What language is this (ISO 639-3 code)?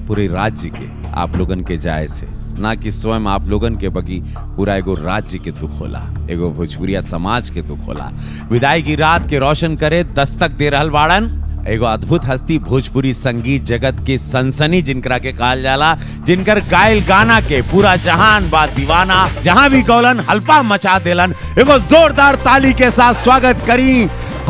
bho